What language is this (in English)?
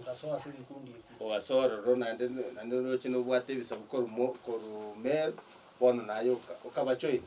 Gusii